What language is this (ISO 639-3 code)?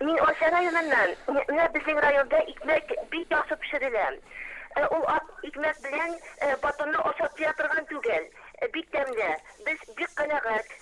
tat